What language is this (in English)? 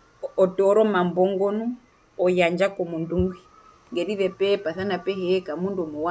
Herero